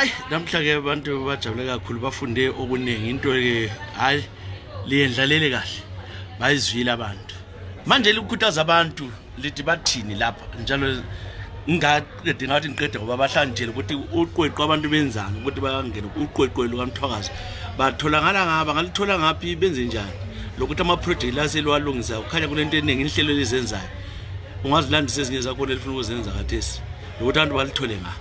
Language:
North Ndebele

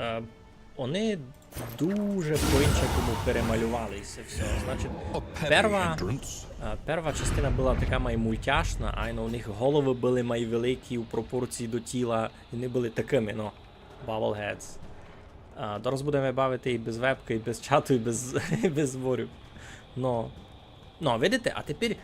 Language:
Rusyn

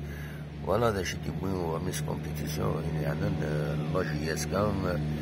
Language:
Kabyle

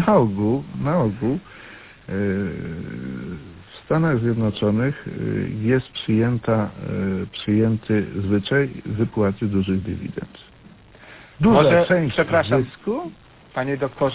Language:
Polish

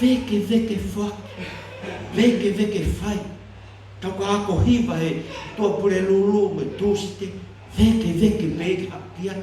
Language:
Tongan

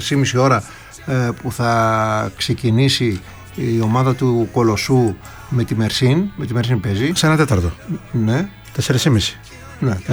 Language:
Greek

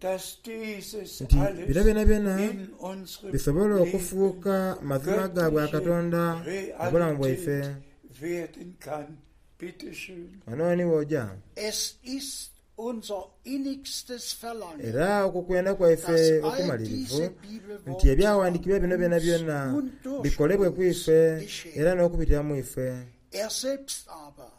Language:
Soga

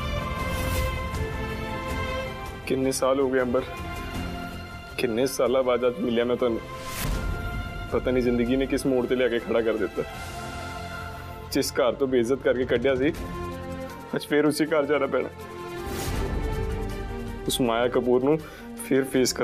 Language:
Punjabi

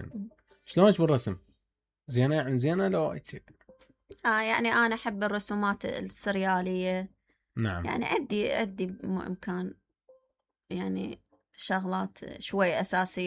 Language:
Mesopotamian Arabic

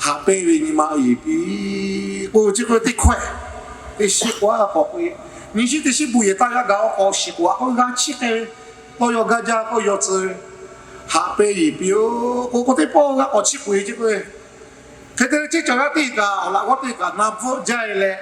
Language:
Lahu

